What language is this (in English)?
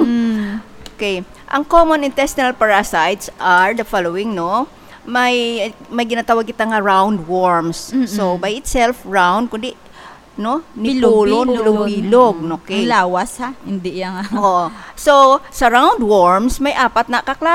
Hiligaynon